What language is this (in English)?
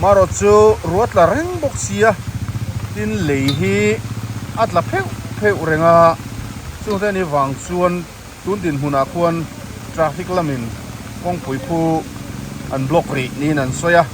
Mizo